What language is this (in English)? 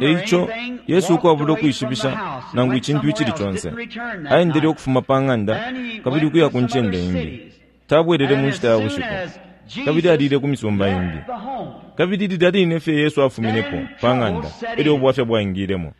Bemba